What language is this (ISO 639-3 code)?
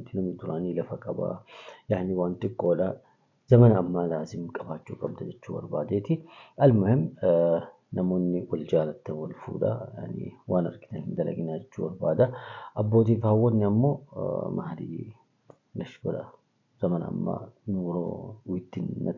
orm